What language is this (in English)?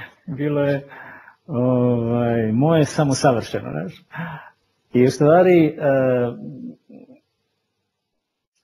Croatian